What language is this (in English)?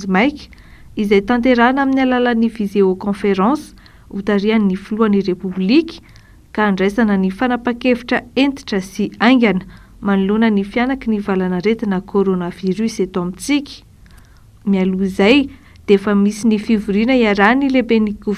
Malagasy